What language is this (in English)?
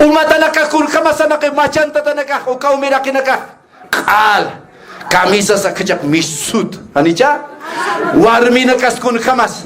Aymara